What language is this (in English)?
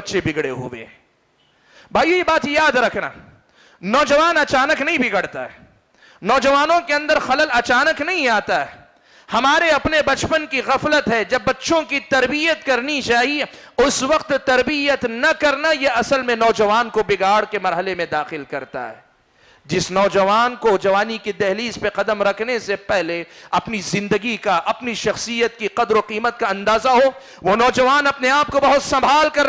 Urdu